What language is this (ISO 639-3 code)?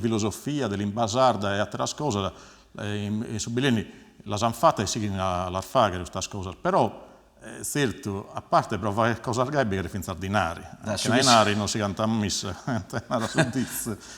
srd